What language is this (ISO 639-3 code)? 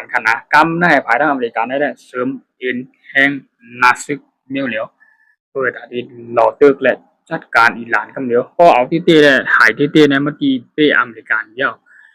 shn